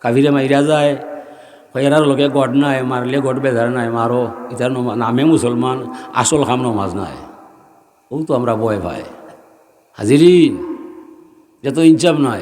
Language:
Sylheti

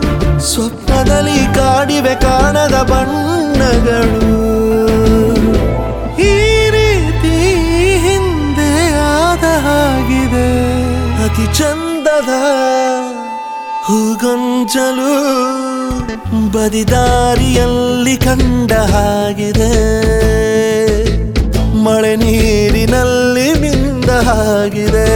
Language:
Kannada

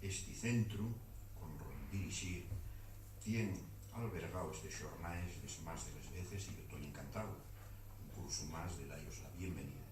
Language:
Asturian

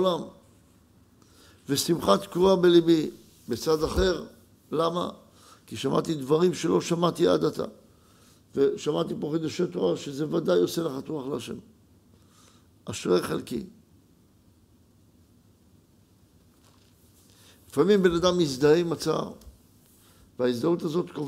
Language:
Hebrew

